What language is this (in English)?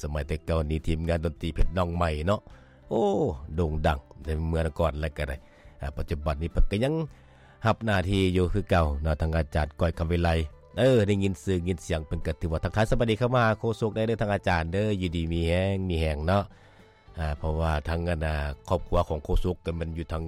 Lao